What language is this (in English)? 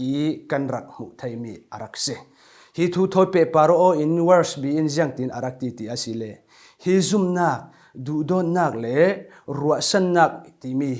Falam Chin